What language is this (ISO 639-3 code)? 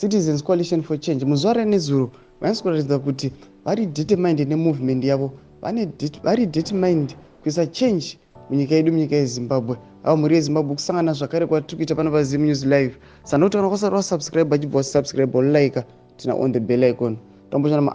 sna